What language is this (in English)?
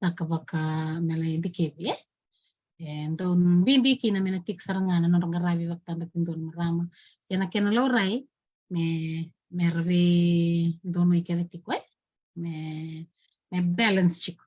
Fijian